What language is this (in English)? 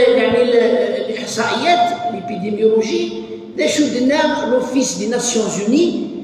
Kabyle